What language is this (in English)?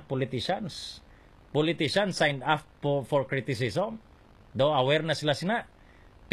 Filipino